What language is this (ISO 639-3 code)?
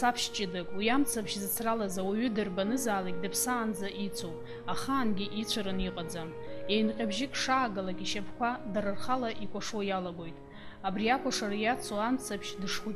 abk